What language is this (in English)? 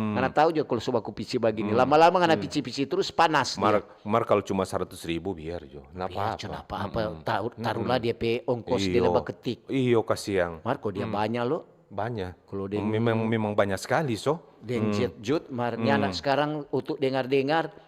Manado Malay